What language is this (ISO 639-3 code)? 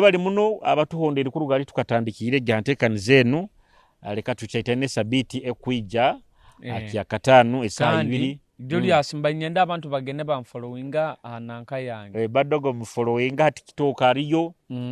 nyo